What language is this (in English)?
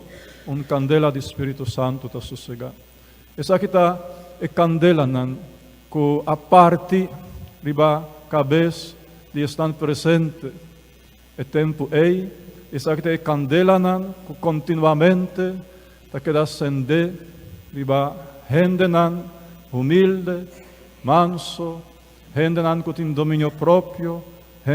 Papiamento